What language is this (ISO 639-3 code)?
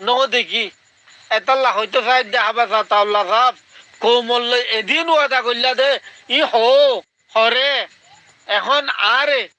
rhg